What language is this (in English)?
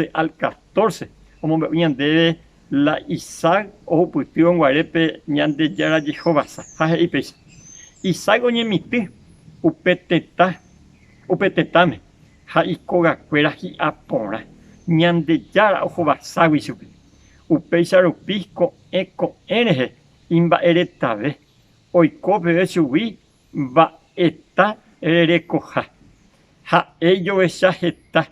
Guarani